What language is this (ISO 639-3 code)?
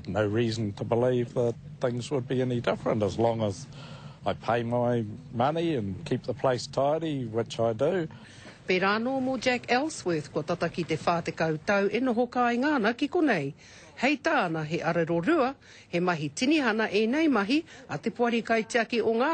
mri